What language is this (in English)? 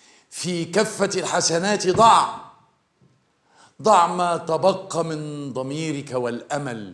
Arabic